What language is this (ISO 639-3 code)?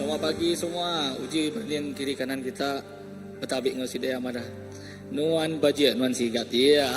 iba